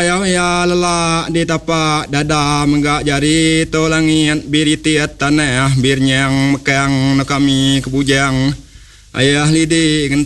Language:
Iban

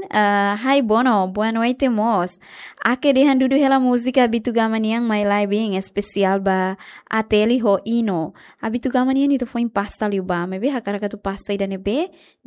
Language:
Tetum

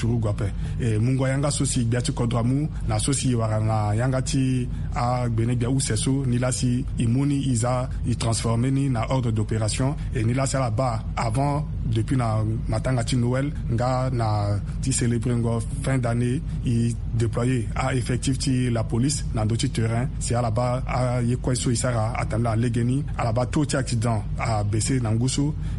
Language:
Sango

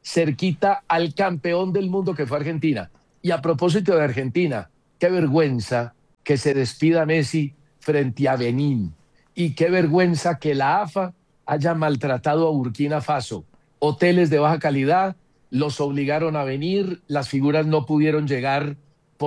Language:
Spanish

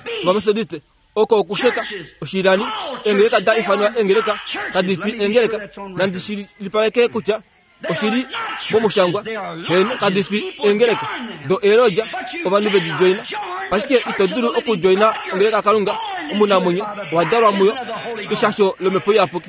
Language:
Kuanyama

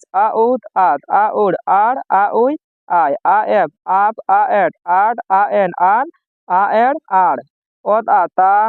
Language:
Santali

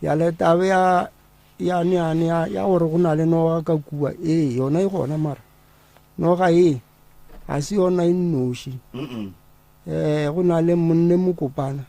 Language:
Northern Sotho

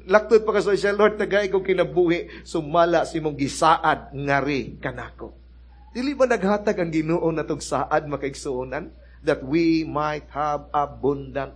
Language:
Cebuano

